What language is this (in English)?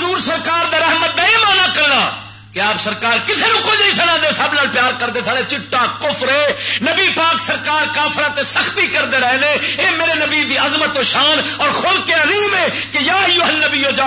Western Panjabi